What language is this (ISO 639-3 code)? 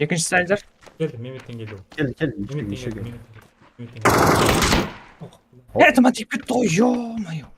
kaa